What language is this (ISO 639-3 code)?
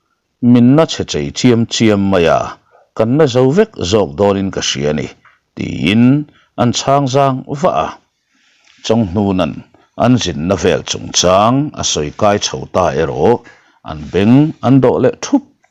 lus